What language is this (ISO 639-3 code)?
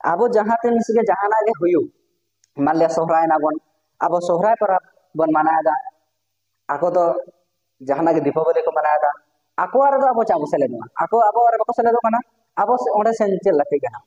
sat